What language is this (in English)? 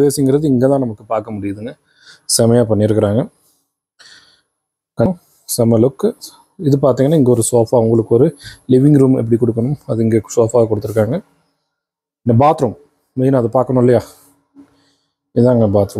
Tamil